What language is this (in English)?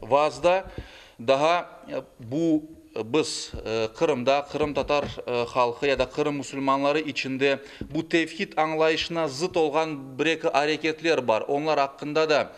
Crimean Tatar